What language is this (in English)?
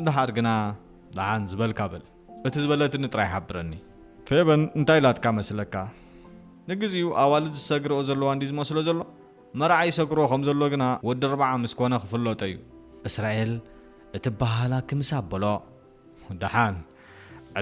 Tigrinya